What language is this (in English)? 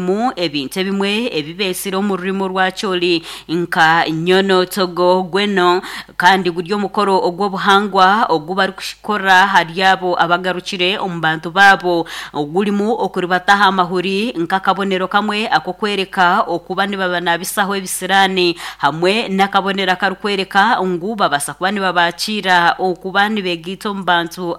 Nyankole